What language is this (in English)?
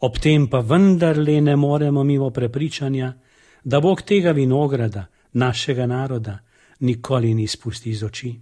Slovenian